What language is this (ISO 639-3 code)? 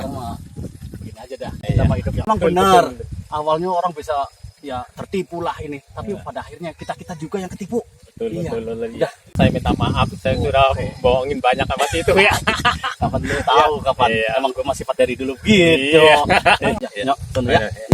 bew